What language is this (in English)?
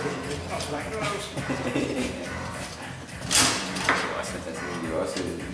Danish